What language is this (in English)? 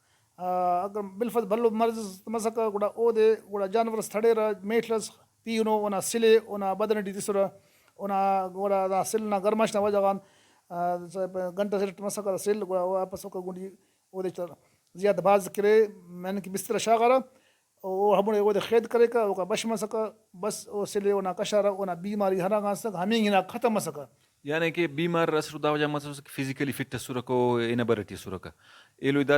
Brahui